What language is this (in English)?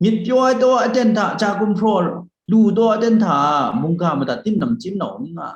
Kachin